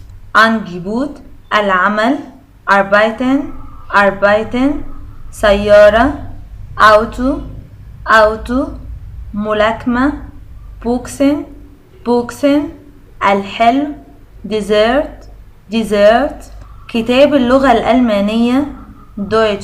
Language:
Egyptian Arabic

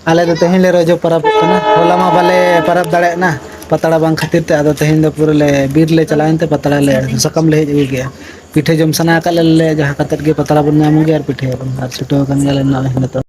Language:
Santali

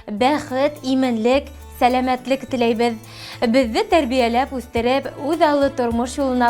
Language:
Bashkir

